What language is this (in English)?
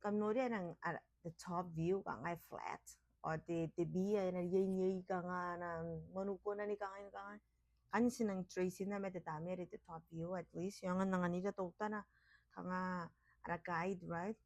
Gilbertese